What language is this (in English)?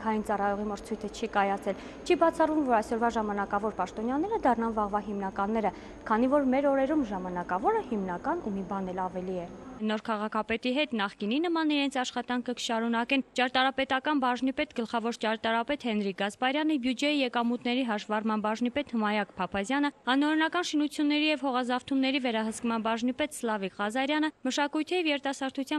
Armenian